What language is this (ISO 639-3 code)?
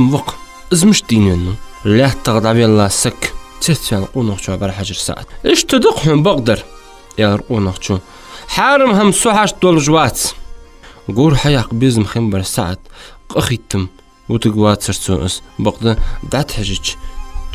inh